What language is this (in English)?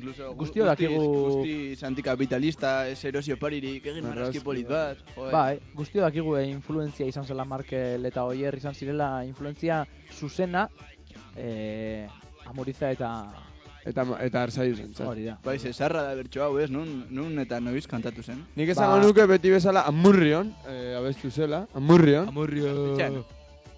Basque